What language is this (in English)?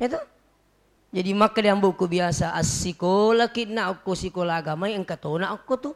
Buginese